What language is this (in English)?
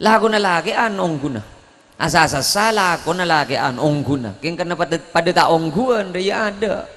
Madurese